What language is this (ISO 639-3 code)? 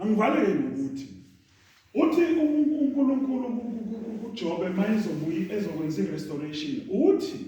zul